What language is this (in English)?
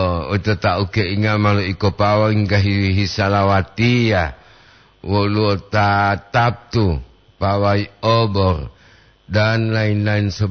Gorontalo